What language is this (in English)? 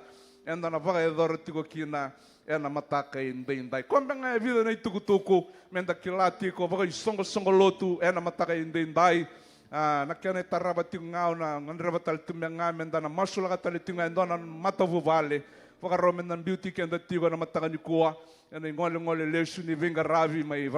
Fijian